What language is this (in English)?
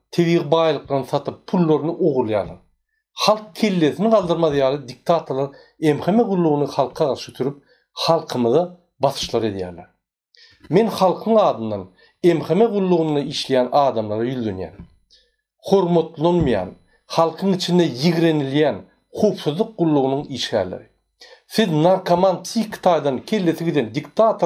Turkmen